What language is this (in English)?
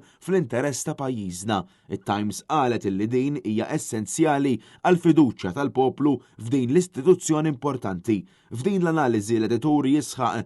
Maltese